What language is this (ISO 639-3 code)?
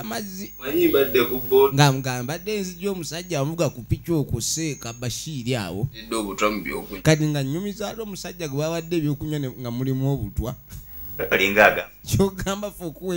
lug